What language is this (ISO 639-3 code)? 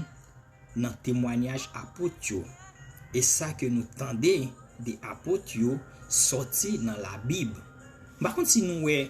hat